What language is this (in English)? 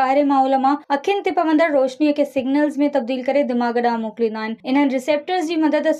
Sindhi